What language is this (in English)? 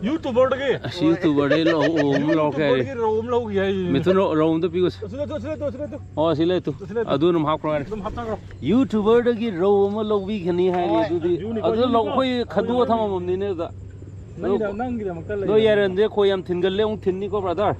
Manipuri